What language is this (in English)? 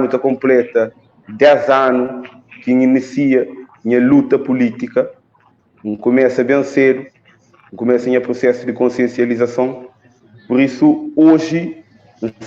Kabuverdianu